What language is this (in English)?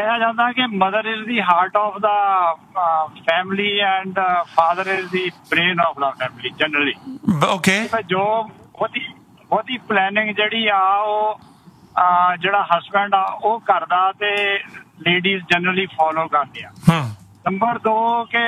Punjabi